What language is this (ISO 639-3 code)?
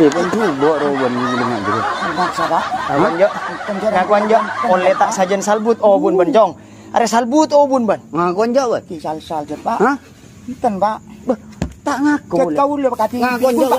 mad